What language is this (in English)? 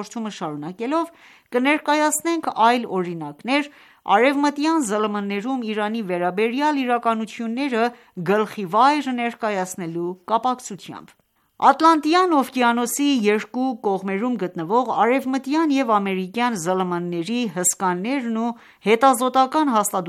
Armenian